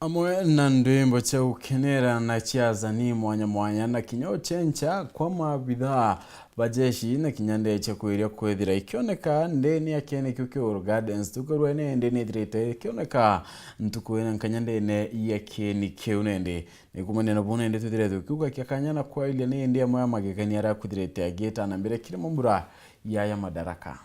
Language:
Meru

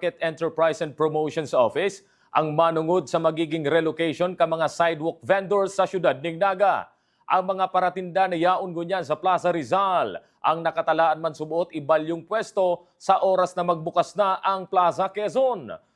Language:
Bikol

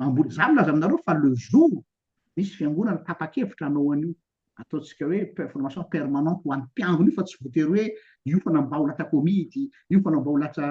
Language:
Malagasy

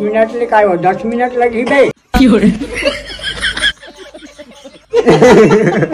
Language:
Hindi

